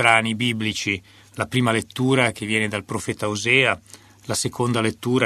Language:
Italian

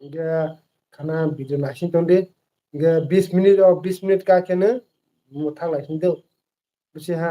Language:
Kok Borok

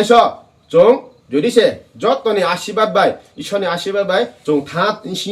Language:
Kok Borok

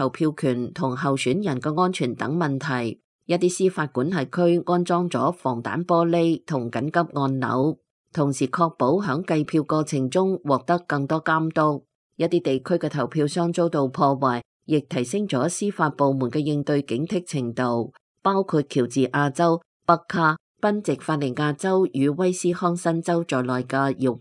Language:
Cantonese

